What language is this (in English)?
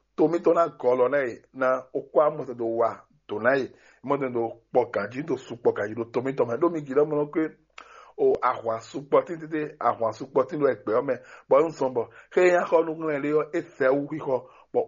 Fon